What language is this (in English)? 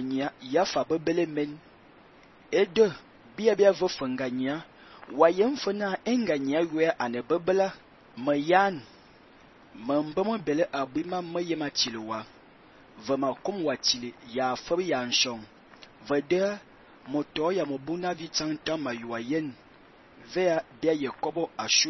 Fang